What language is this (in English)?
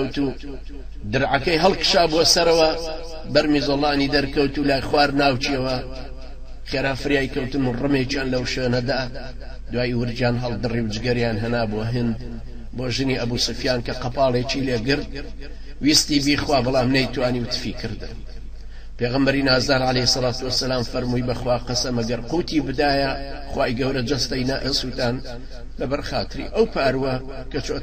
Central Kurdish